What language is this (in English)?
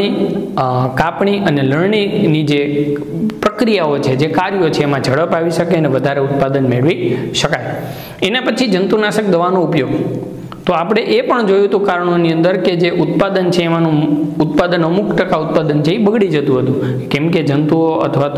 Gujarati